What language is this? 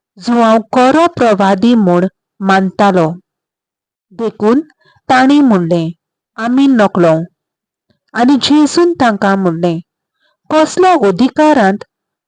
Konkani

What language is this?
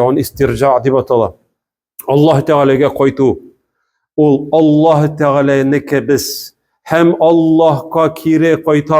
Tatar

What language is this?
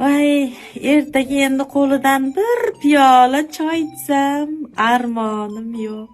Uzbek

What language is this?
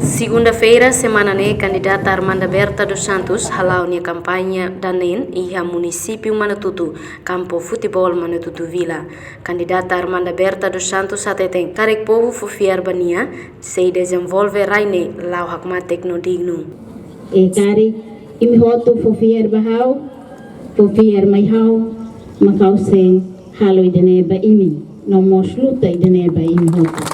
Tetum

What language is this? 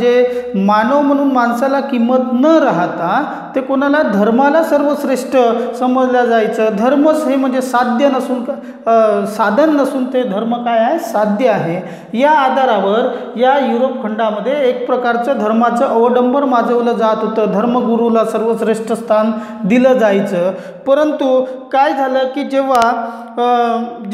Marathi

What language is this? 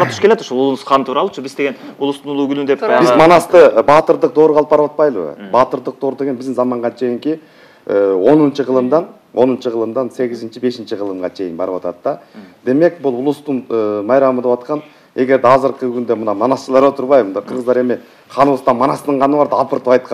Kyrgyz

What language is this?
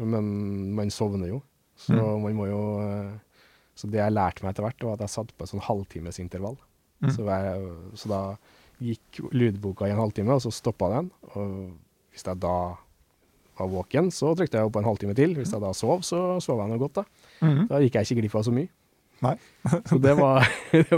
Norwegian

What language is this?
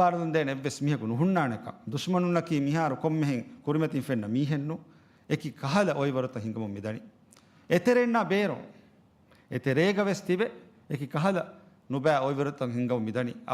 Divehi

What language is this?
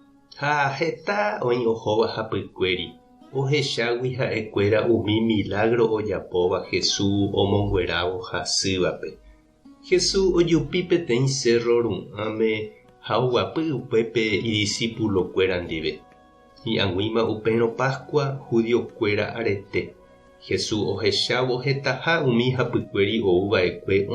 Guarani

